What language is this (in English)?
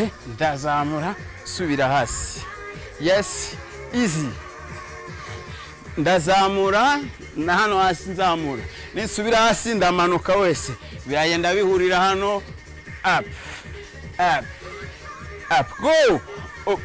Kinyarwanda